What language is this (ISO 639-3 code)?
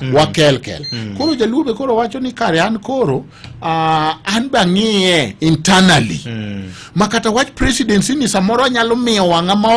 luo